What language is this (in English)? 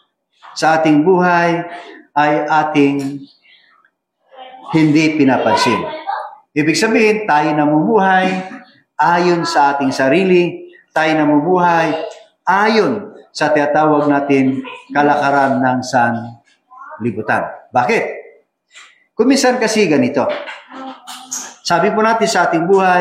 Filipino